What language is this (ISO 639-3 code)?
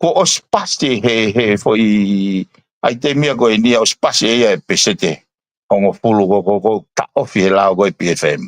ton